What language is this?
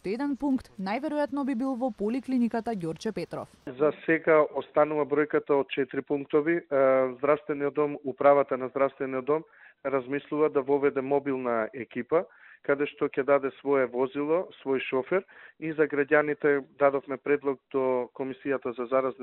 Macedonian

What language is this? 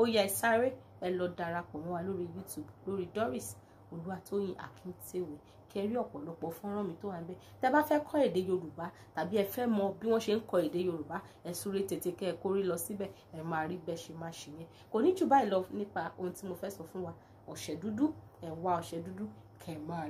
Yoruba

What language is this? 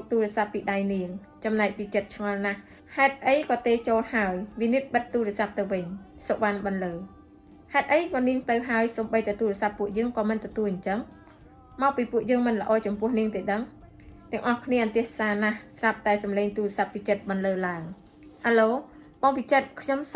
Khmer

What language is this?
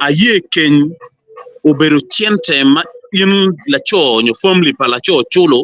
Acoli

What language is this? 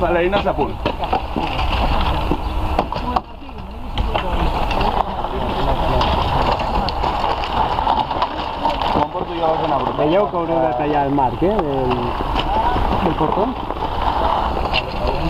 Catalan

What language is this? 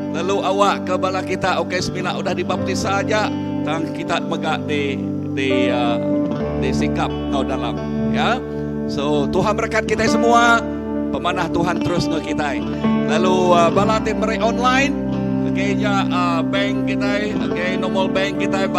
Iban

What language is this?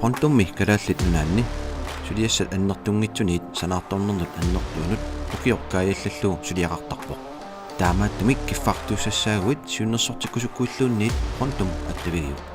Kalaallisut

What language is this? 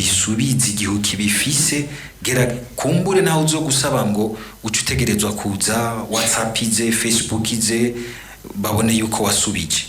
Rundi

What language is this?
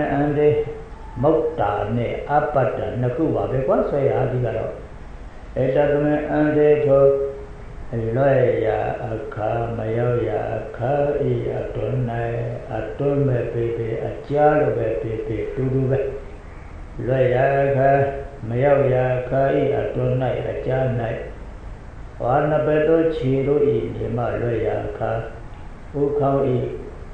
Burmese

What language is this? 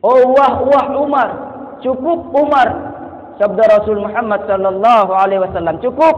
Sasak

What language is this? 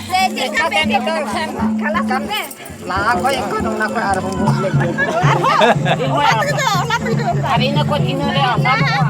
Santali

